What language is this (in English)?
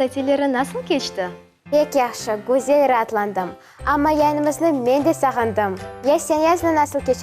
Crimean Tatar